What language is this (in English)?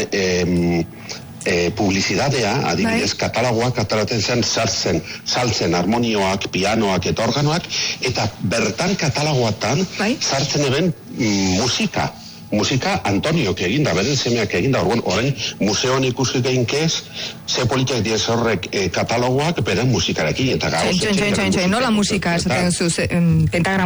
Basque